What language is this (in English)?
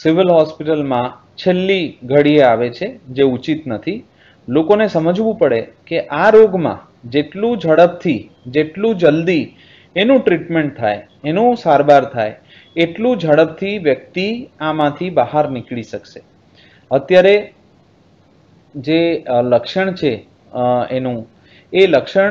Gujarati